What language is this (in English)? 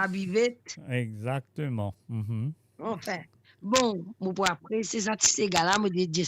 Morisyen